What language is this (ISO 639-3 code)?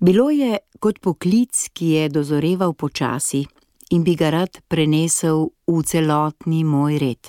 slv